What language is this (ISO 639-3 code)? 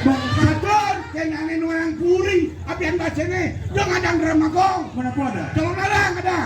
ban